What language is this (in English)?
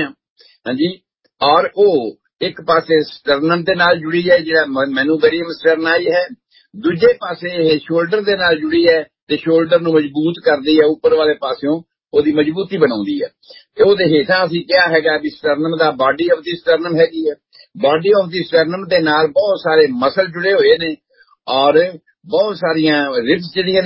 Punjabi